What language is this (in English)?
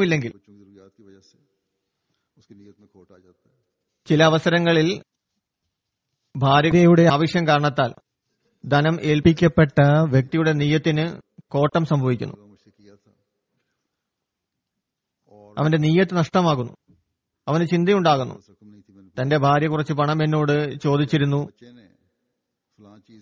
Malayalam